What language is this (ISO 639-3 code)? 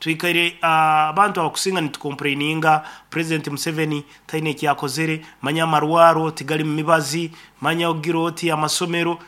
nyn